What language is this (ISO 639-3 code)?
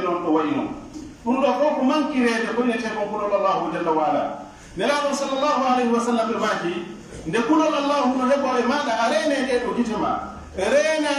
fuf